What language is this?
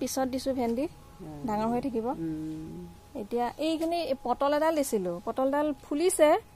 Assamese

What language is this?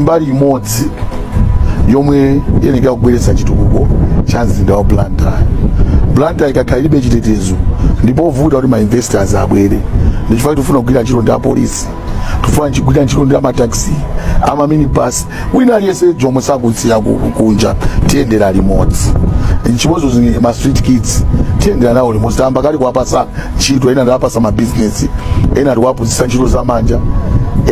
Nyanja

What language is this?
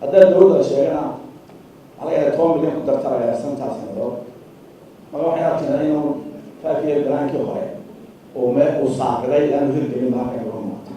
Somali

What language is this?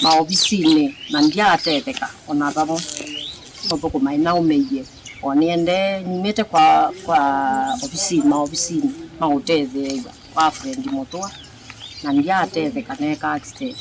Kamba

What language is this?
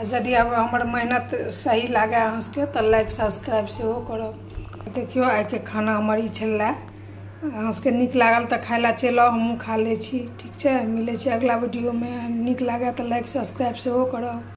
Maithili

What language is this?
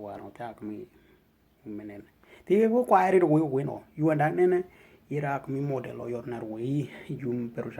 Western Dani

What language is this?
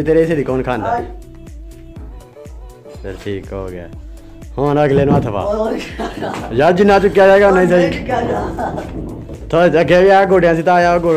Punjabi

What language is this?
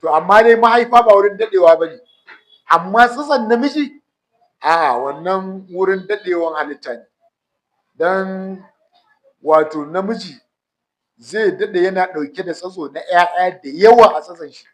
Hausa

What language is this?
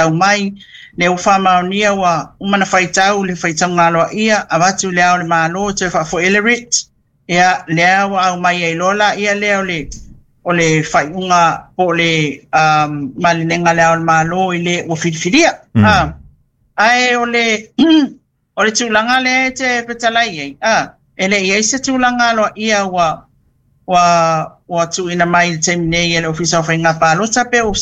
Samoan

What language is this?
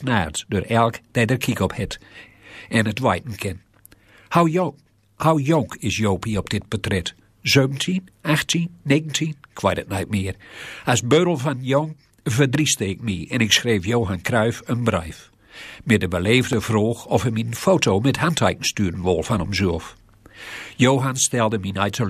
Gronings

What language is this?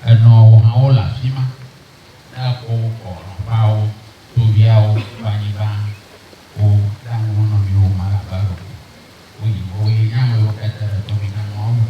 Ewe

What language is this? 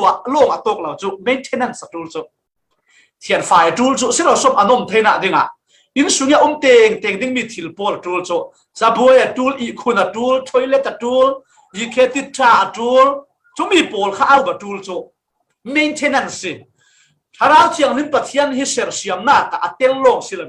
Falam Chin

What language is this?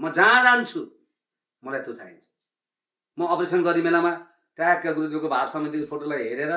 Nepali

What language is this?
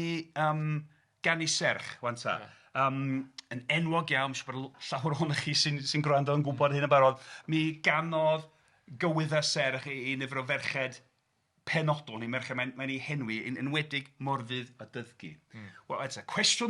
Welsh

